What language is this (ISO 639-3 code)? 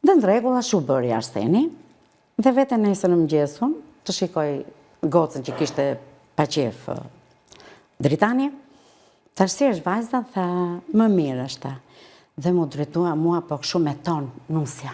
sqi